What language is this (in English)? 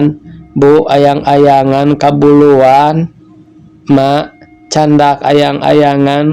Sundanese